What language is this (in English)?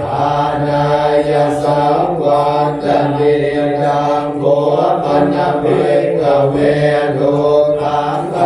Pali